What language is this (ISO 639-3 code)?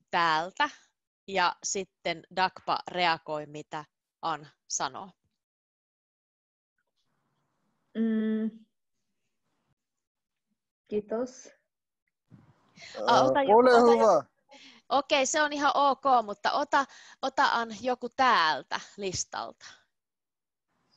fin